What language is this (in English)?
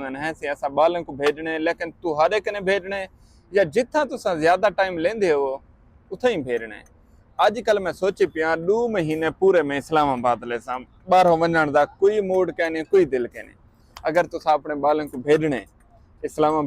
Saraiki